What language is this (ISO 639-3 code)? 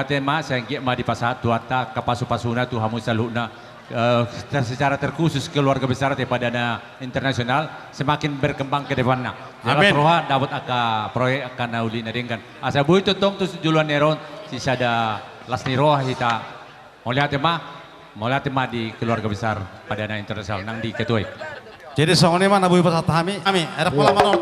bbc